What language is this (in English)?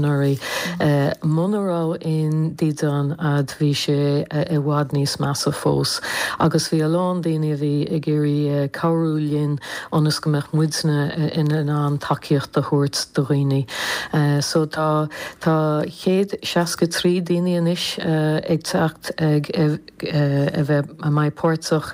Irish